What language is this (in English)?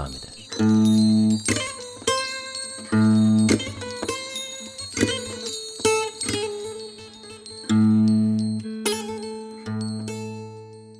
Turkish